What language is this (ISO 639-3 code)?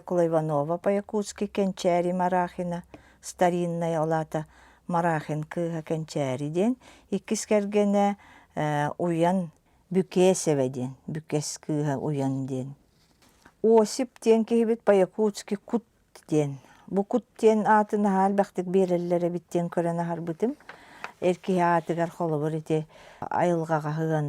sah